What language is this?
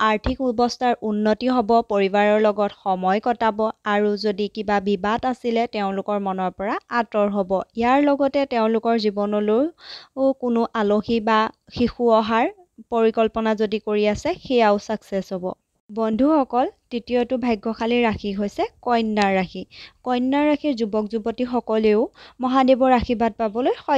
Assamese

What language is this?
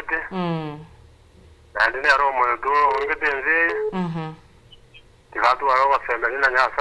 Gusii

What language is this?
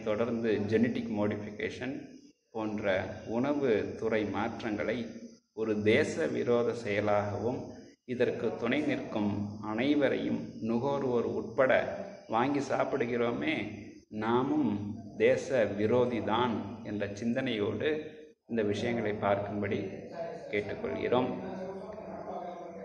Tamil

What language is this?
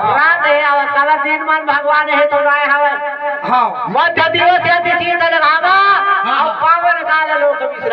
Chhattisgarhi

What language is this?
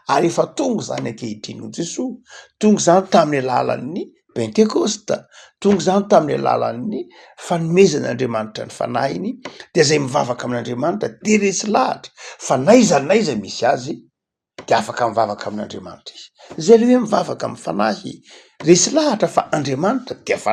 Malagasy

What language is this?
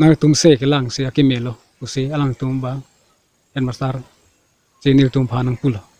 Karbi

